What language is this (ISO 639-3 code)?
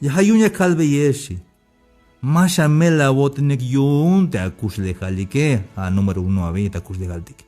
tzh